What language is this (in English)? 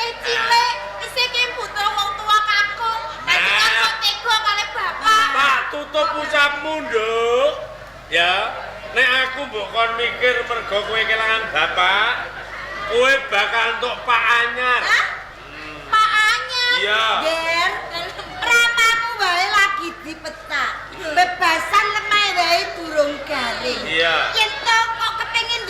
Javanese